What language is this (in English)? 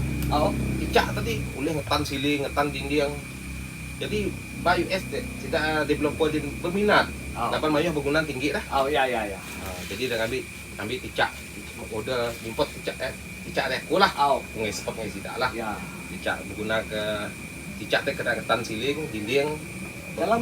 Iban